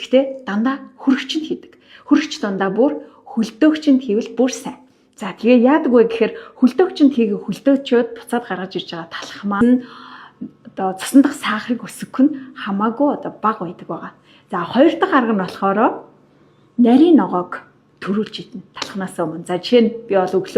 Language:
Mongolian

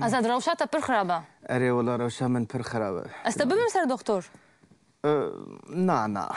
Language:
Kurdish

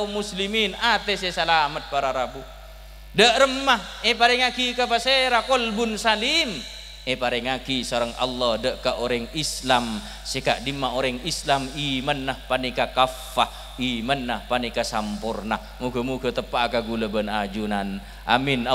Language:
Madurese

